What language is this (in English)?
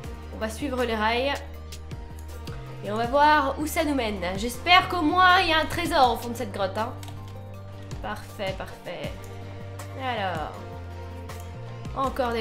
French